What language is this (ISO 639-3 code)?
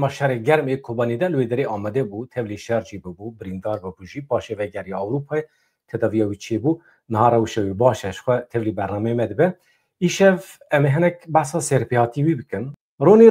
kur